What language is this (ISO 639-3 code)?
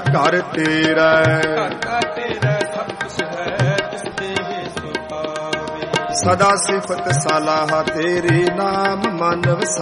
pan